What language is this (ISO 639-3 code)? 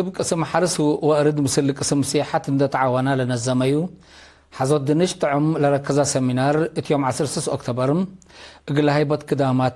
tig